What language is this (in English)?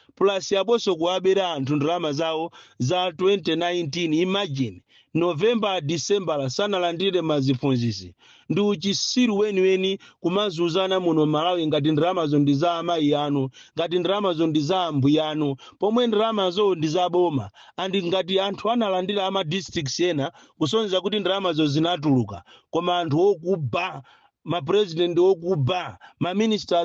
Nyanja